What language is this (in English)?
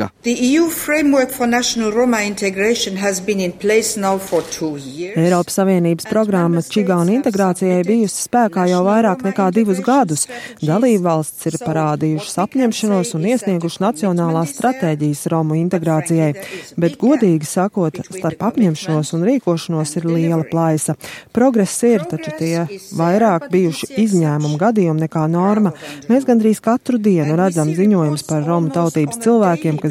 Latvian